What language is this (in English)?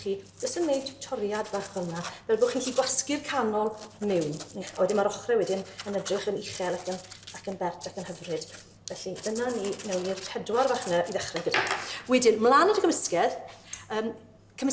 Welsh